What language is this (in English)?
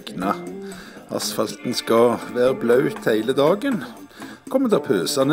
Norwegian